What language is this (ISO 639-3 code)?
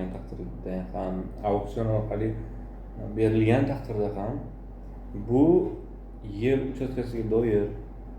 uzb